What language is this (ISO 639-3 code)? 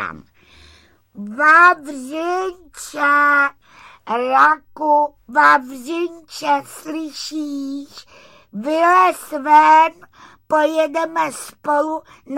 ces